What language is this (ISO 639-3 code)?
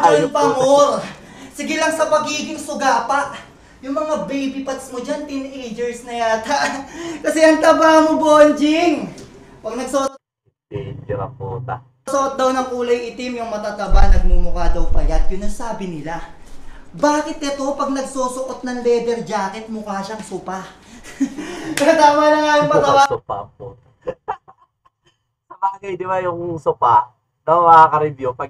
fil